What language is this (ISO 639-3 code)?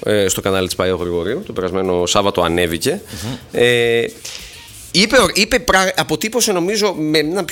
ell